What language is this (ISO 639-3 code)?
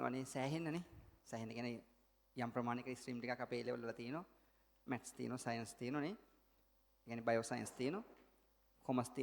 sin